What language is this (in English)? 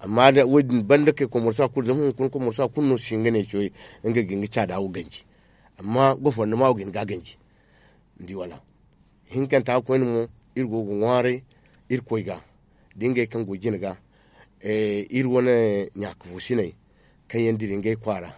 Zarma